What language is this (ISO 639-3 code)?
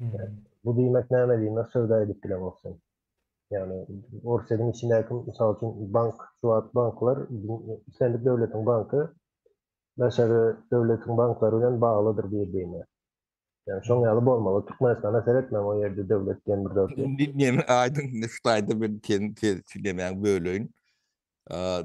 tuk